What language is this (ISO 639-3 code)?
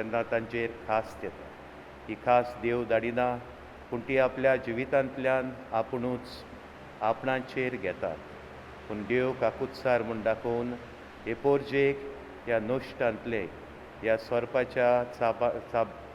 kok